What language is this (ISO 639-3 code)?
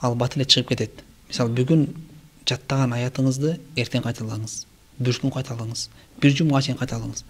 kir